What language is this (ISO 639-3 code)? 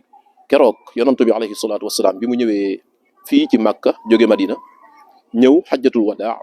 wol